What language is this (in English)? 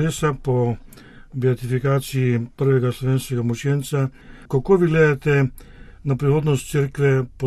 Slovenian